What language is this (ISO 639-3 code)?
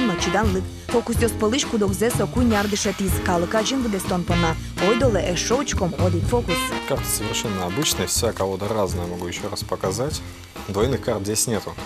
udm